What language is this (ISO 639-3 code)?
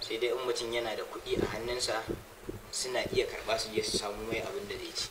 hau